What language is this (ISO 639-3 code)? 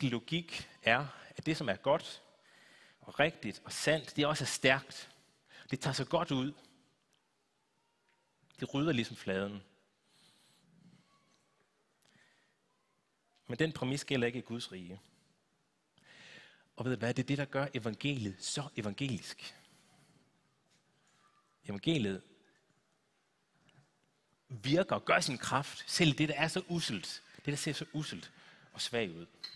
dan